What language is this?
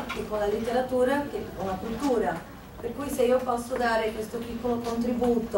Italian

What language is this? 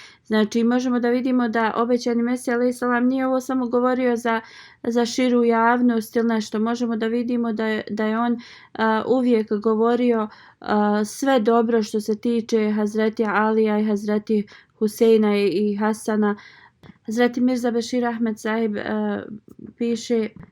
Bosnian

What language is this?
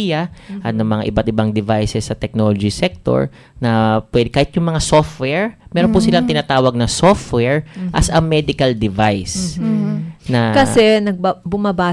Filipino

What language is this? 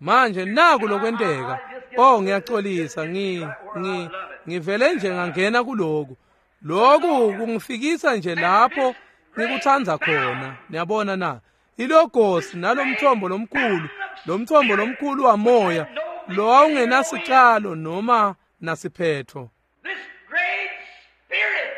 Swati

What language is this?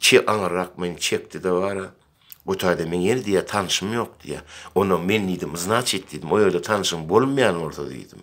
Turkmen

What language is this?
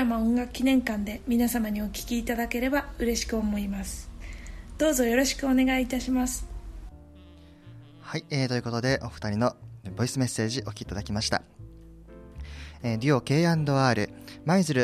Japanese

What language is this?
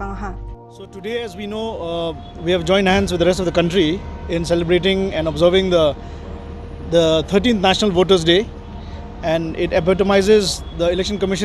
Garo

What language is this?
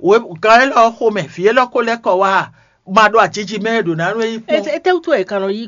Fon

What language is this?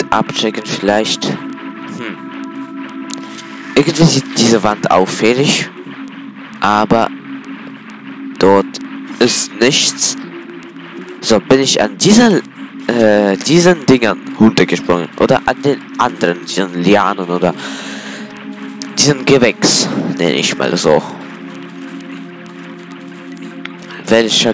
German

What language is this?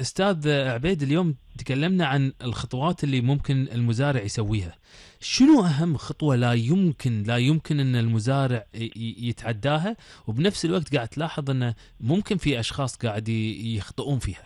Gulf Arabic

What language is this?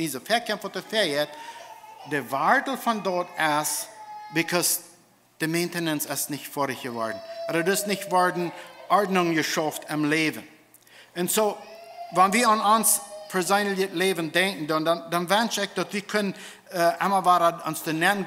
Plautdietsch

